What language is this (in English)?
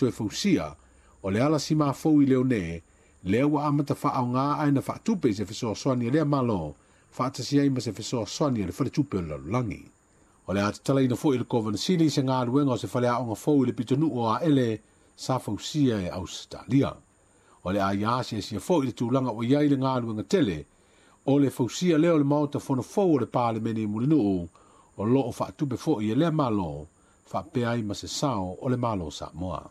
Samoan